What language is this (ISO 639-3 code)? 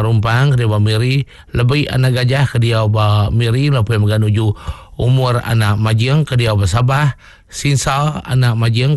iba